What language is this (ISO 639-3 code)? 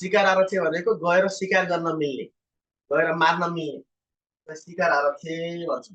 nep